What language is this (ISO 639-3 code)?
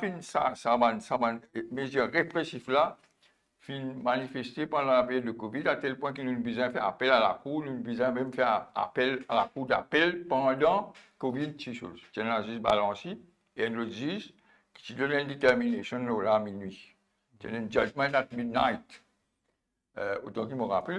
mfe